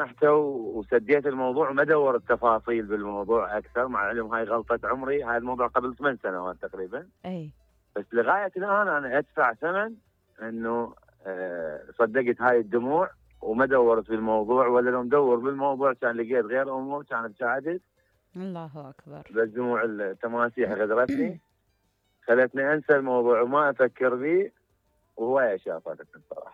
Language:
Mesopotamian Arabic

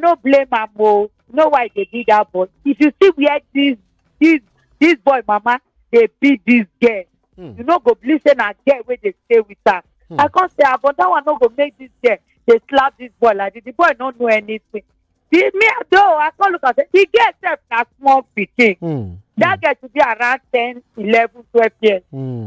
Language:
Nigerian Pidgin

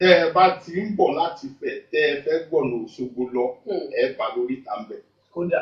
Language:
Yoruba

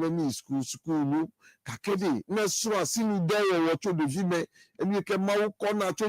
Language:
Ewe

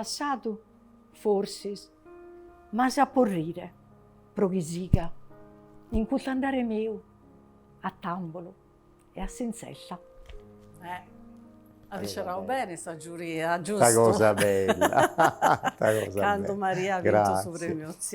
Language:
Sardinian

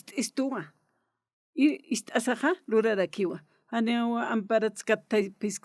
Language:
Aymara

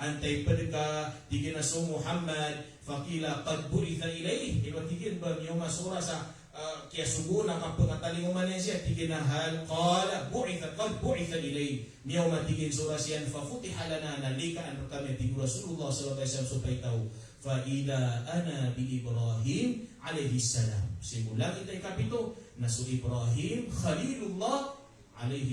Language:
Maranao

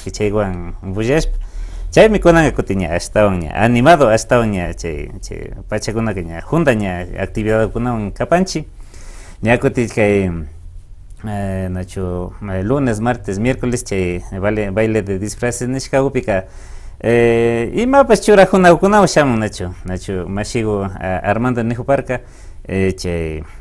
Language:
Imbabura Highland Quichua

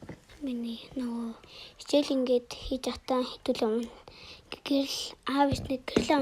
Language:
Mongolian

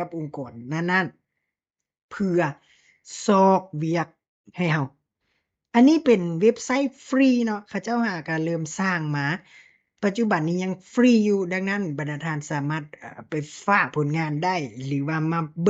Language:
Lao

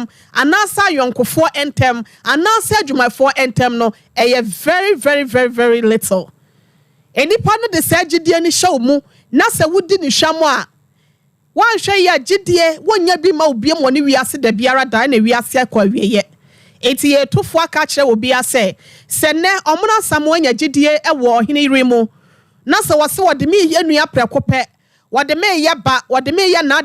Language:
Akan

